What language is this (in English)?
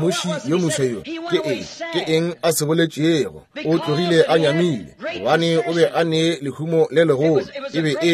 Northern Sotho